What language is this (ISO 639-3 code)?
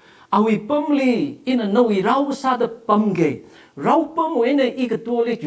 nmf